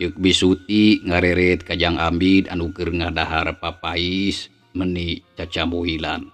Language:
Sundanese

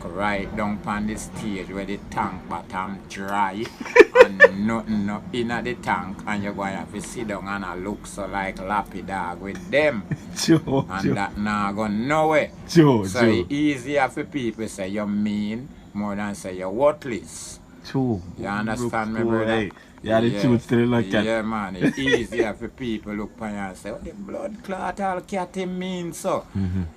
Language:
Jamaican Creole English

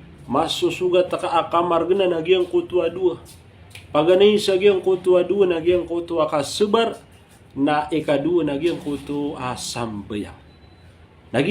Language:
Maranao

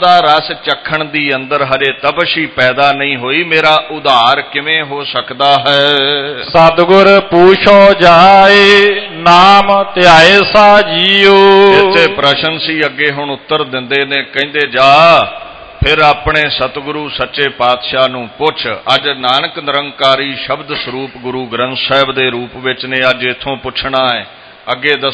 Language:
Punjabi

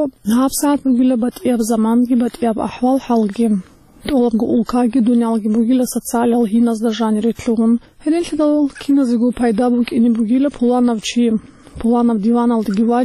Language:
Avaric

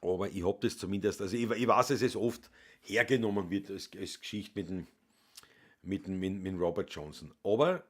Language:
Bavarian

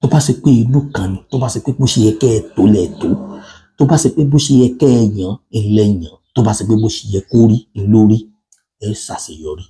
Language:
Yoruba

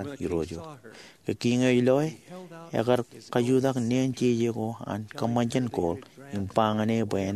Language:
Marshallese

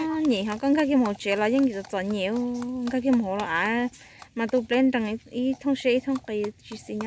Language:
Hmong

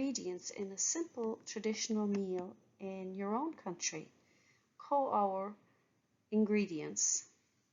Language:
Irish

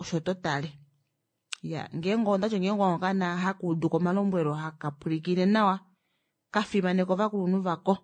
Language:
Kuanyama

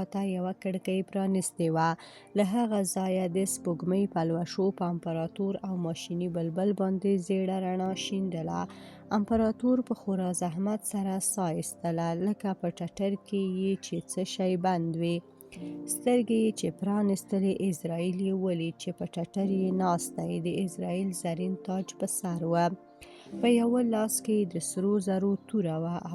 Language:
Pashto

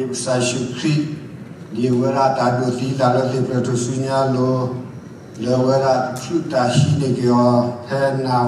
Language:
S'gaw Karen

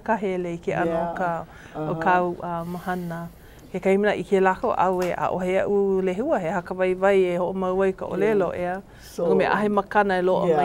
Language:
Hawaiian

